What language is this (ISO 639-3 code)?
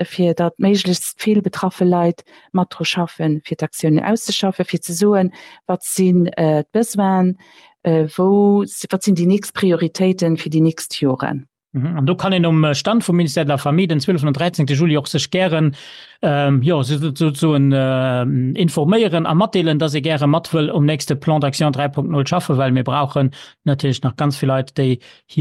ltz